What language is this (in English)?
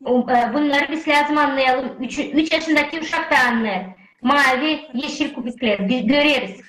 Gagauz